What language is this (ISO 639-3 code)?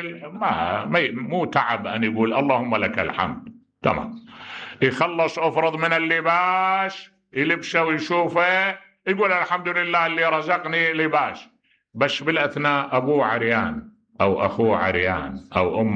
acm